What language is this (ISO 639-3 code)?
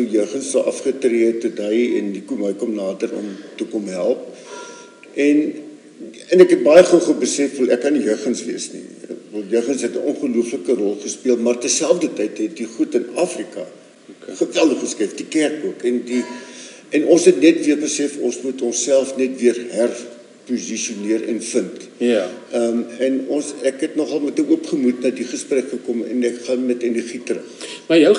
afr